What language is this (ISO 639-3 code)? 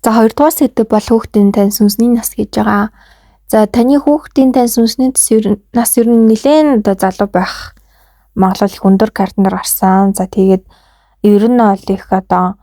mon